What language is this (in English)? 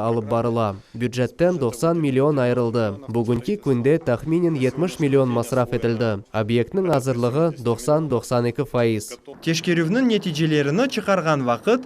Crimean Tatar